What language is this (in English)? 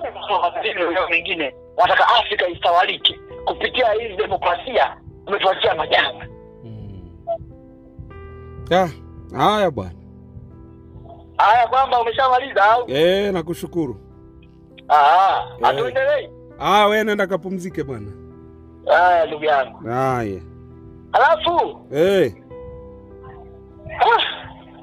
Swahili